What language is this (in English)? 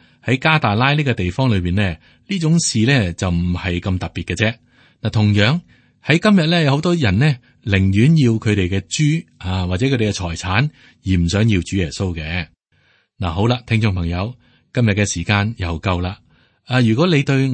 Cantonese